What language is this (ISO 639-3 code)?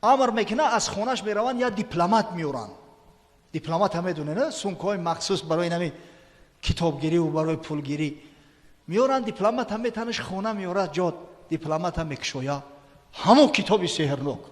tgk